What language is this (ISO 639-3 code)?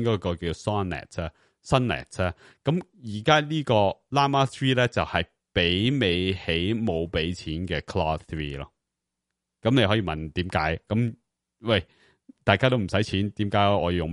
yue